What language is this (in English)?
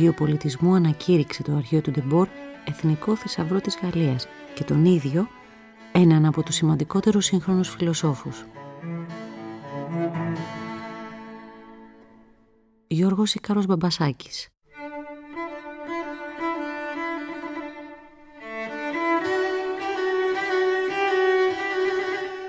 Greek